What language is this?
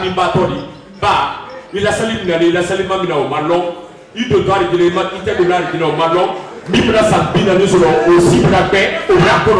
Bambara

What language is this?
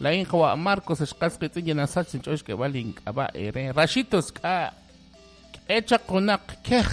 Kekchí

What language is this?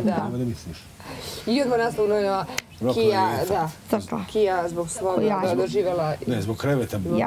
Bosnian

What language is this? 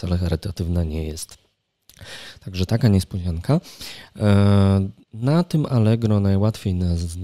Polish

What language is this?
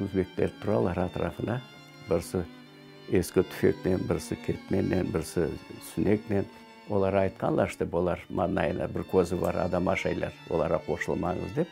Crimean Tatar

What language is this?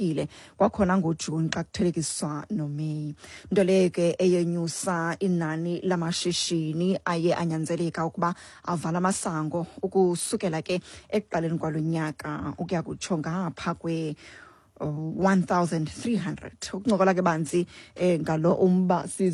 Xhosa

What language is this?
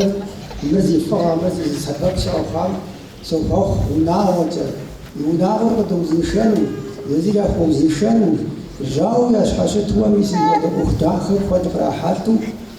Kabardian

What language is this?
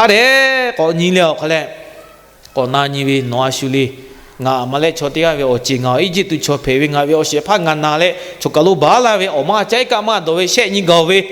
Lahu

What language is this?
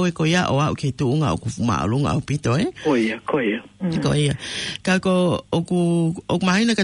Tongan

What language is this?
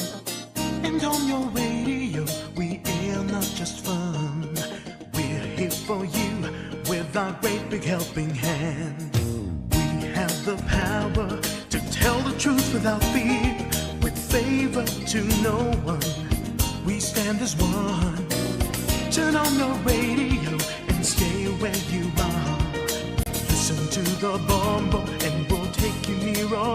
Waray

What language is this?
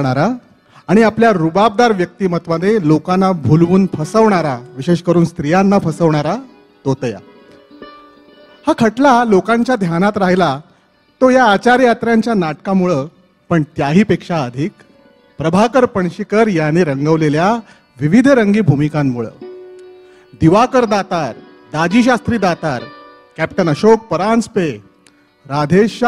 Marathi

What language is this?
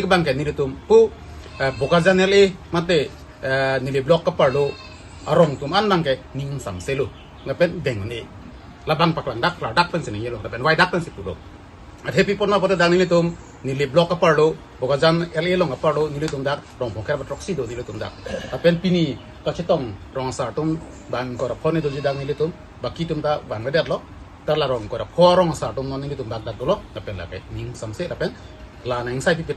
Karbi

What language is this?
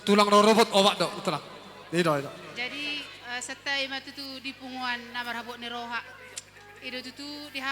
Batak Toba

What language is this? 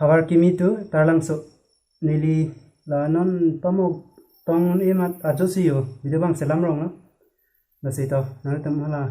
Karbi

